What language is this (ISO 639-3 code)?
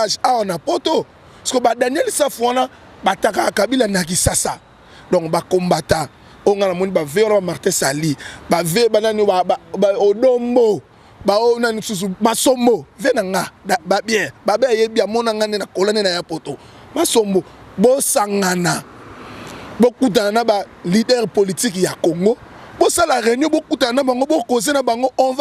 lin